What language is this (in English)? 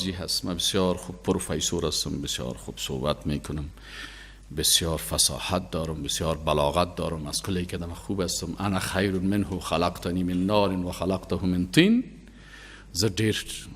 Persian